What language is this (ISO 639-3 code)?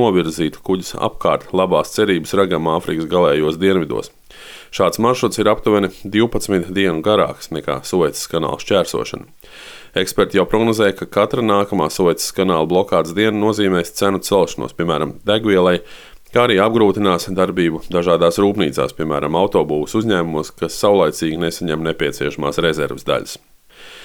lav